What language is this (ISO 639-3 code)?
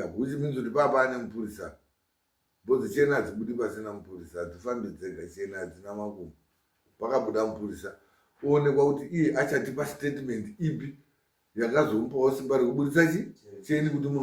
sna